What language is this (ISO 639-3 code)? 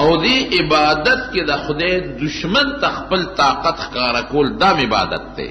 pus